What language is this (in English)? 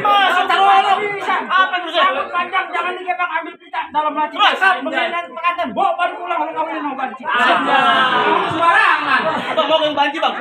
Betawi